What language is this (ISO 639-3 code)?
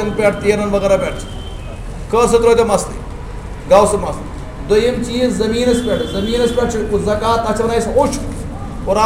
kas